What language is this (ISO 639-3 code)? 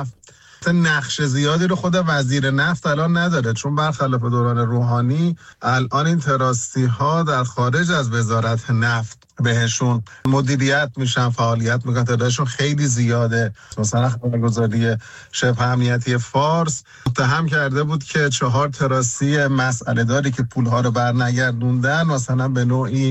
fas